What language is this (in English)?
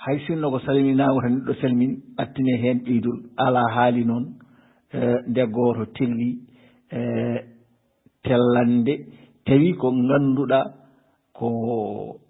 Fula